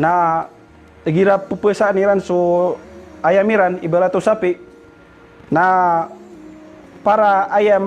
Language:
Maranao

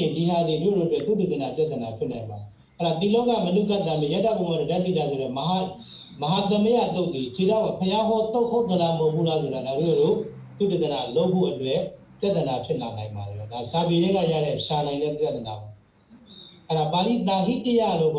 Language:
Burmese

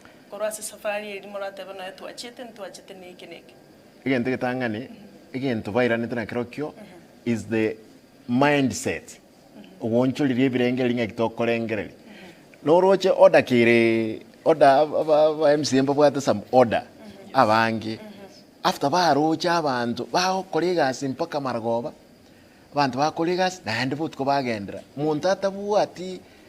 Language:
Gusii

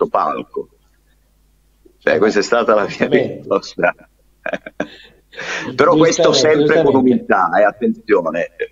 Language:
Italian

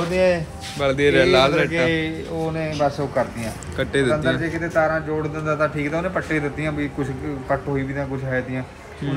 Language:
Punjabi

